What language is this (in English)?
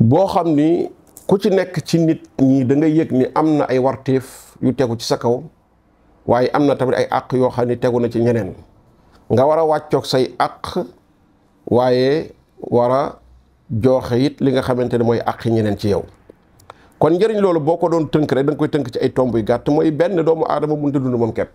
Wolof